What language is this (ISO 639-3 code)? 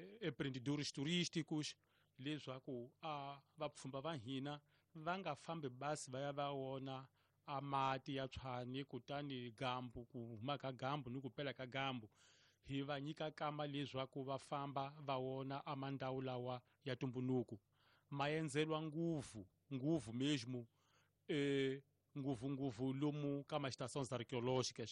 tso